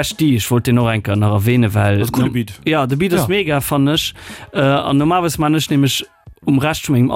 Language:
Luxembourgish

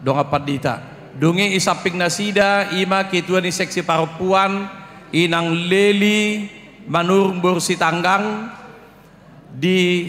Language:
Batak Toba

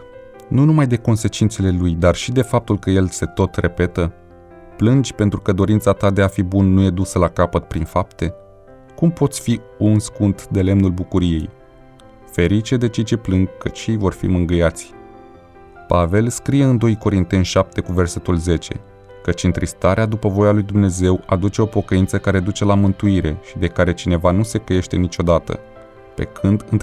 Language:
Romanian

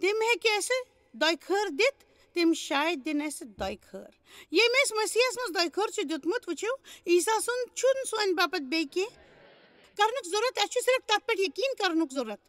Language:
Kashmiri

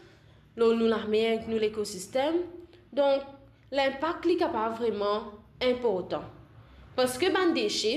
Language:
Morisyen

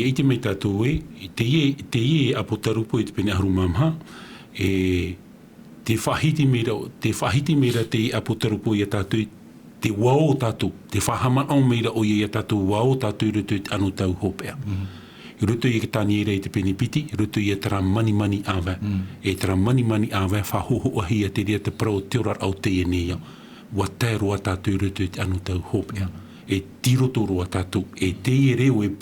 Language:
Tahitian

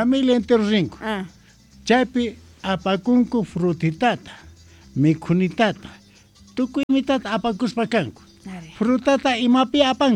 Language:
South Bolivian Quechua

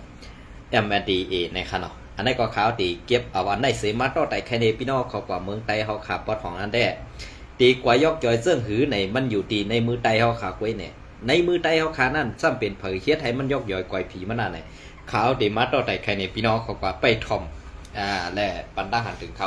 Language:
Shan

